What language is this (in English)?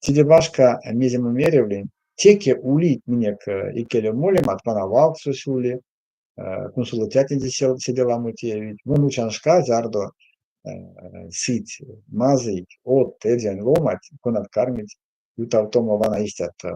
Erzya